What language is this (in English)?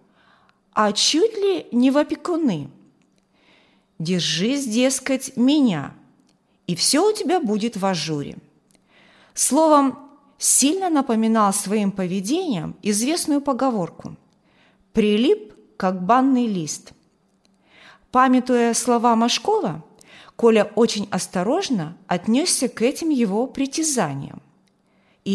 Russian